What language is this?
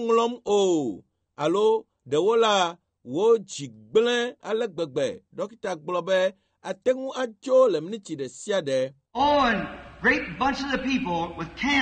Ewe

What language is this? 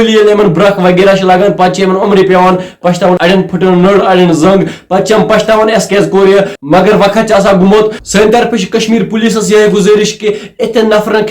Kashmiri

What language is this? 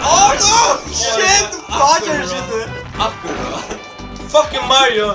Faroese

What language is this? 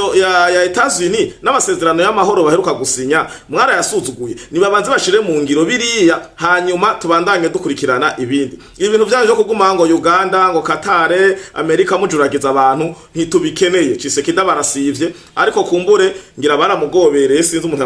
Rundi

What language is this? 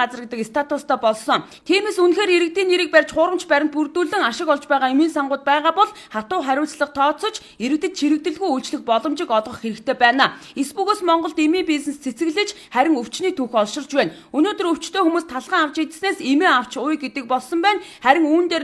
Mongolian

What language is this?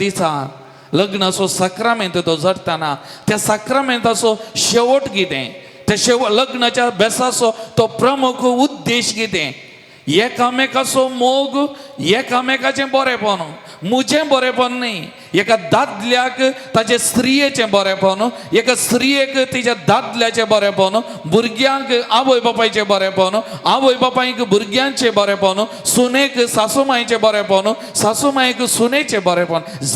Konkani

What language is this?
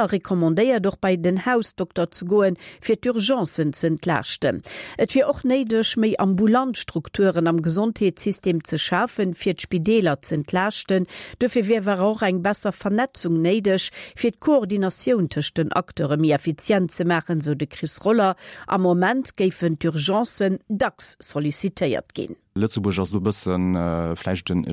Luxembourgish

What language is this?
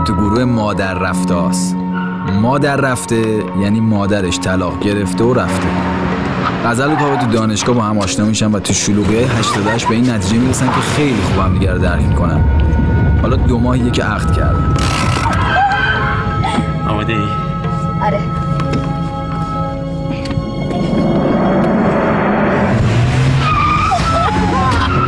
Persian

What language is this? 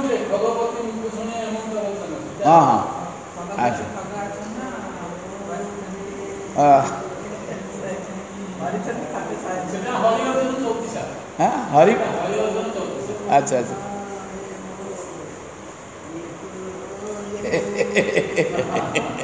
Odia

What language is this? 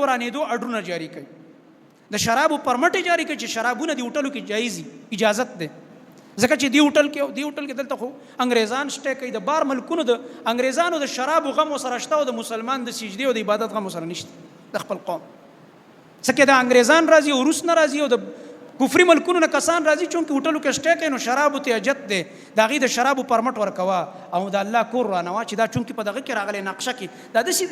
Pashto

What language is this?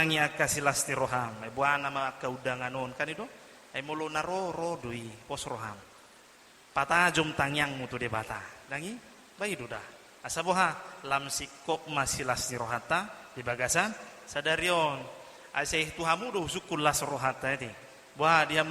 Batak Toba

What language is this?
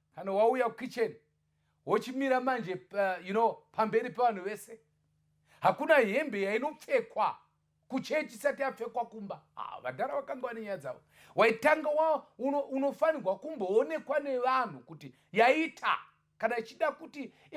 Shona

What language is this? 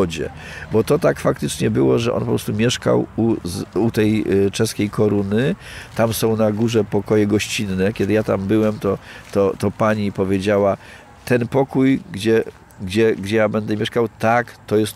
Polish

